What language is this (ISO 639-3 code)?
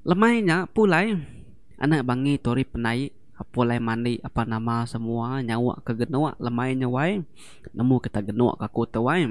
iba